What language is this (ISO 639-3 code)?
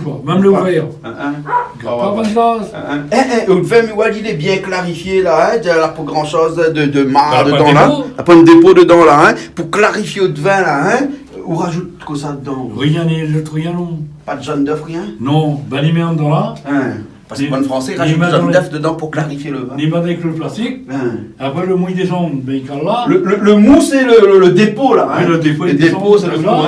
rcf